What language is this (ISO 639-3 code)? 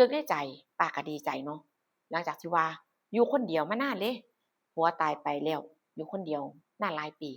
tts